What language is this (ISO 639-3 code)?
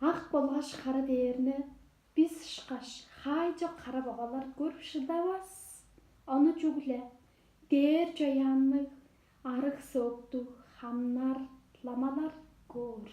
tyv